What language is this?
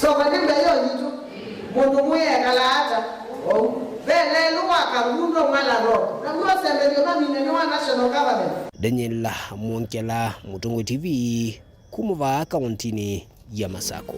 Kamba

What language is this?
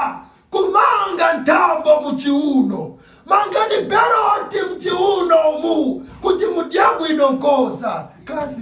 Nyanja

